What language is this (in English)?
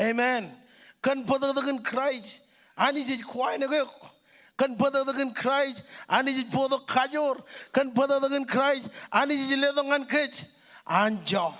Marshallese